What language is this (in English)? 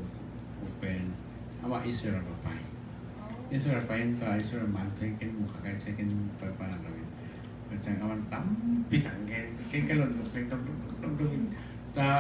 Tedim Chin